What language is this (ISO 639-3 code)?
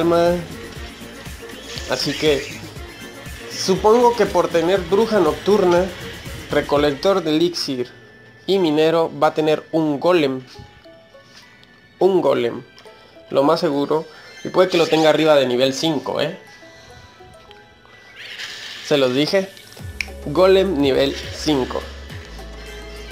spa